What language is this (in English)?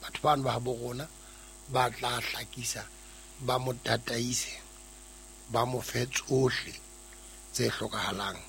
Southern Sotho